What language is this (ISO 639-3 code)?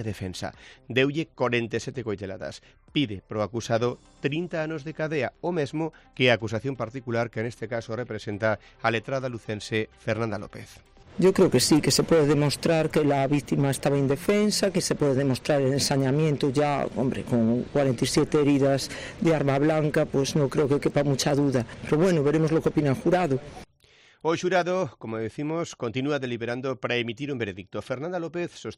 glg